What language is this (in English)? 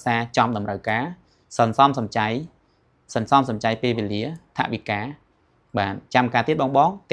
Khmer